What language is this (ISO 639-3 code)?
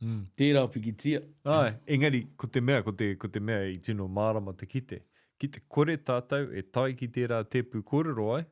mri